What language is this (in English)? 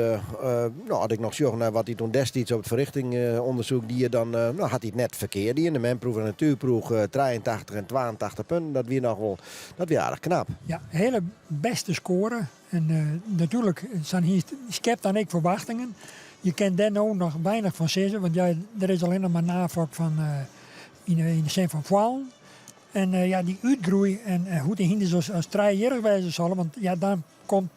Western Frisian